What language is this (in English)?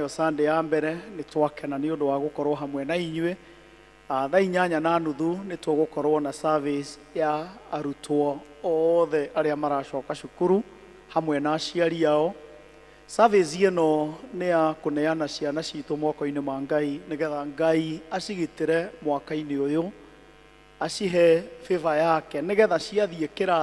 Kikuyu